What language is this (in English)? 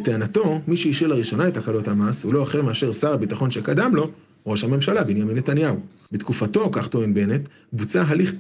Hebrew